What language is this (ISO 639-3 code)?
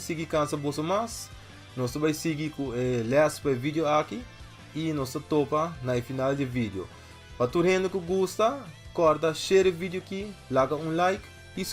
pap